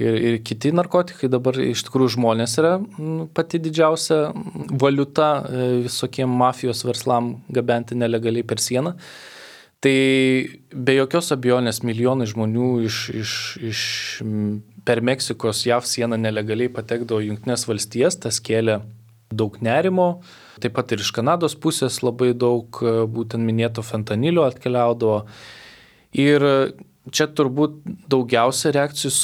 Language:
Lithuanian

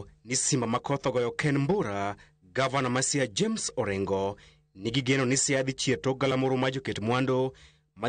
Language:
Luo (Kenya and Tanzania)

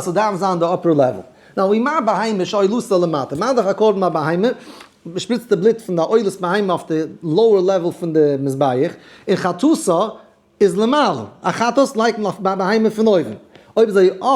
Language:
Yiddish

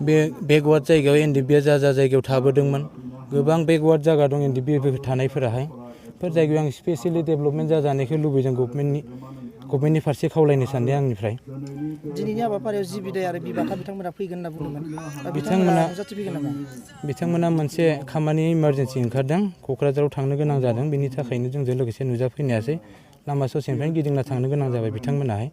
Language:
Bodo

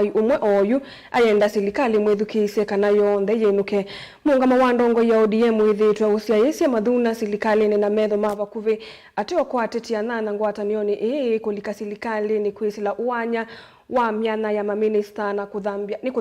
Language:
Kamba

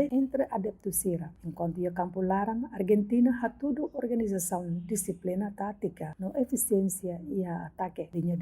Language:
Tetum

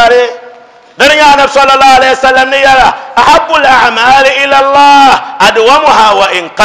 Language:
Dagbani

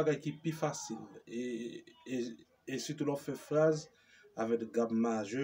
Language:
Haitian Creole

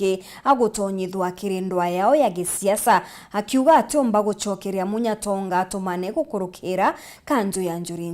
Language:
Meru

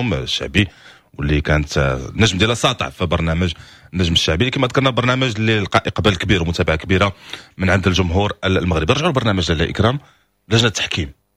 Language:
Moroccan Arabic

